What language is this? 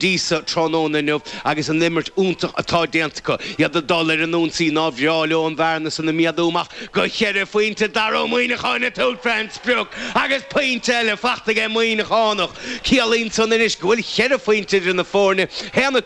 Irish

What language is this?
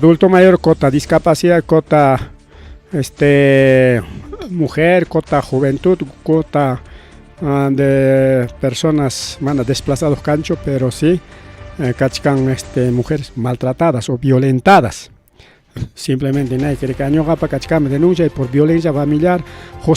Ayacucho Quechua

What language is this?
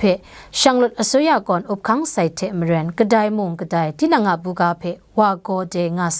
Kachin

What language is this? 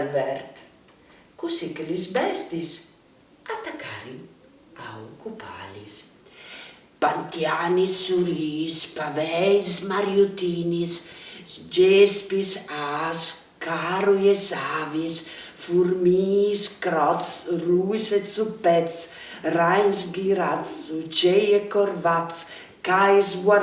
Friulian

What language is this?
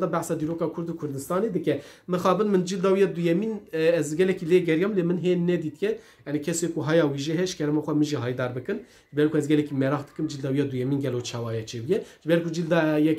Kurdish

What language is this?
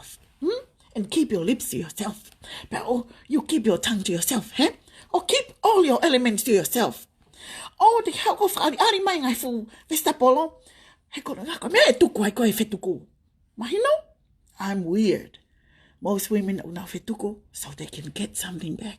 Tongan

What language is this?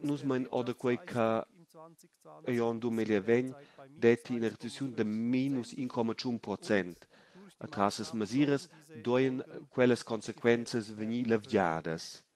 Romansh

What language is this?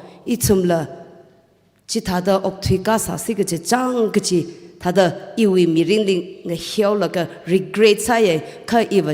Tangkhul Naga (India)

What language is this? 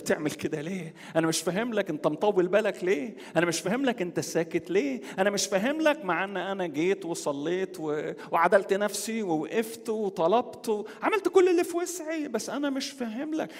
Egyptian Arabic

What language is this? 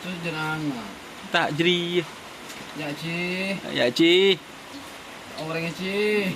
Madurese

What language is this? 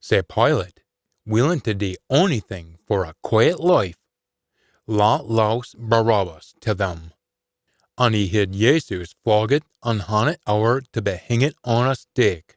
Scots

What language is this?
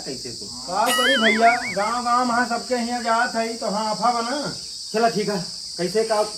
Awadhi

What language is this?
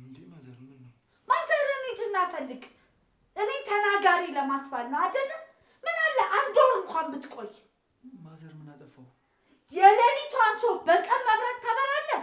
Amharic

